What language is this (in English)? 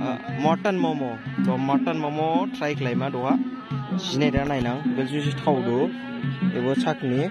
Dimasa